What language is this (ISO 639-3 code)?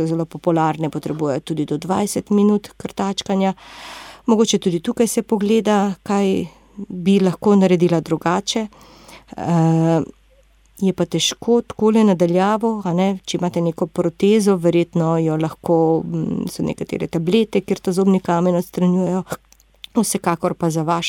slv